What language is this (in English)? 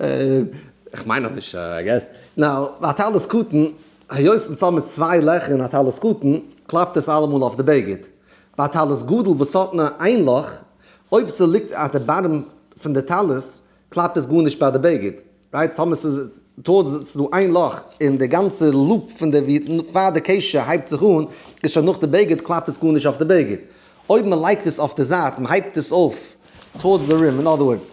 Yiddish